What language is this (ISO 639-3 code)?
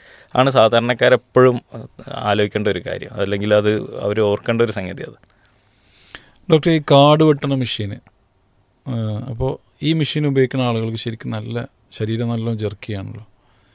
mal